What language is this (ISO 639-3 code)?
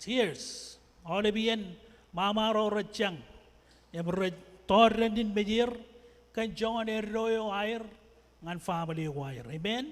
mah